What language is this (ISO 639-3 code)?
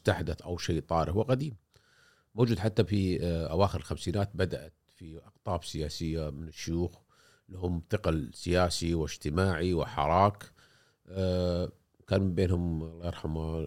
afb